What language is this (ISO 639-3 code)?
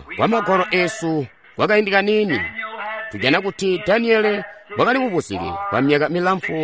toi